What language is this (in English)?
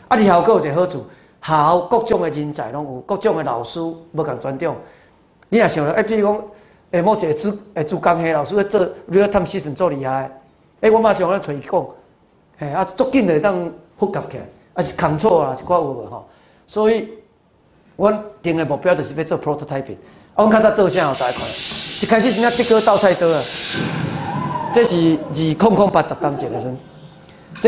Min Nan Chinese